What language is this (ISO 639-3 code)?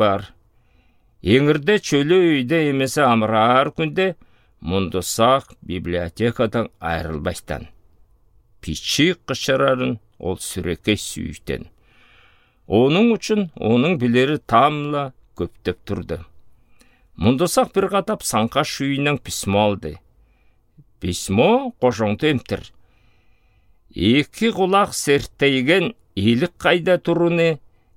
alt